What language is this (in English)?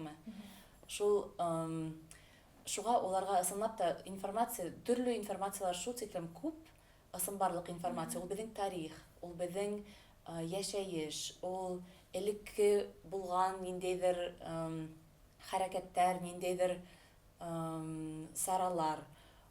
Bashkir